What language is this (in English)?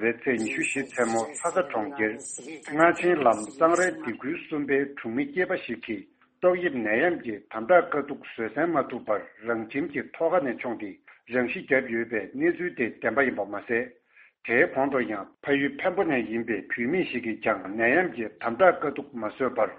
Tibetan